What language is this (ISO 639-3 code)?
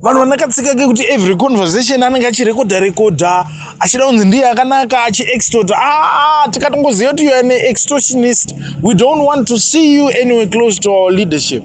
sna